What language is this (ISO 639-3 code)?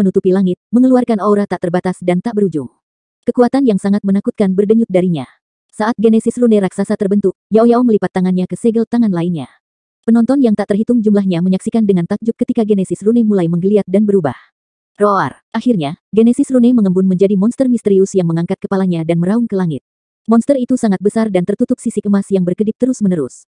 ind